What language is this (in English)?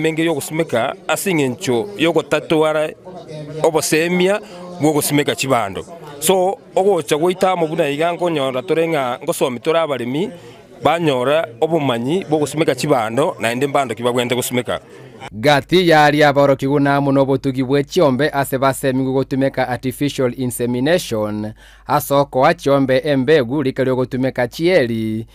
Gusii